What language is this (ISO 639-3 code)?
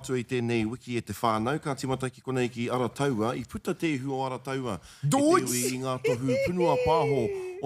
mri